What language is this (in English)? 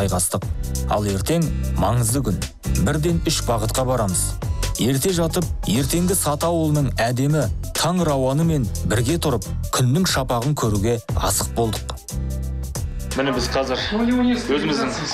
Kazakh